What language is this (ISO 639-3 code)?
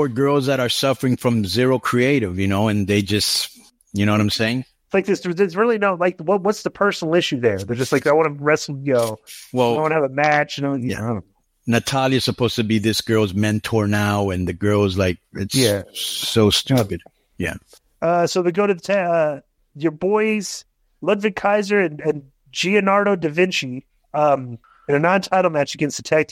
eng